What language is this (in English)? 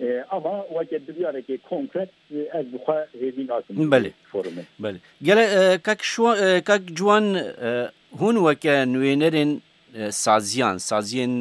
Kurdish